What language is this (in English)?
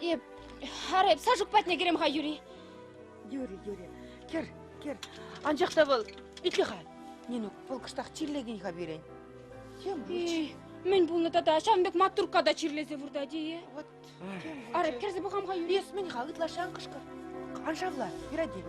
Chuvash